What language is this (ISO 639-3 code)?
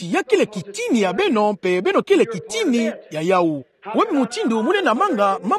ktu